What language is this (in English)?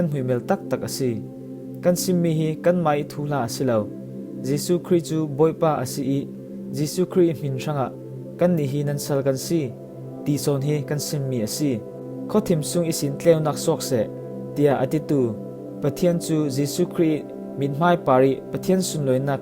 Falam Chin